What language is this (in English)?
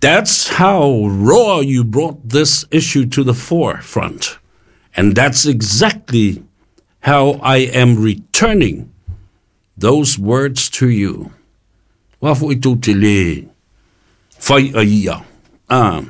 Samoan